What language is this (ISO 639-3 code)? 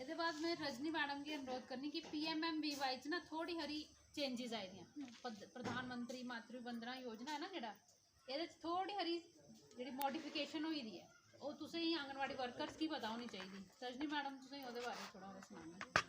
doi